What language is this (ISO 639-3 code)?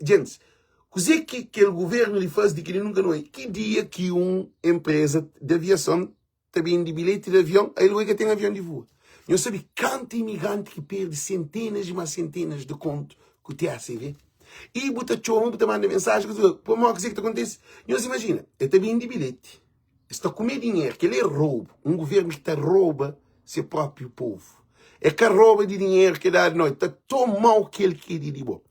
kea